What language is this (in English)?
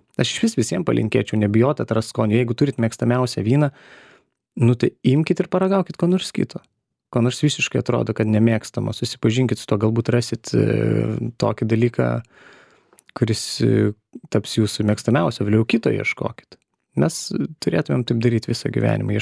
Lithuanian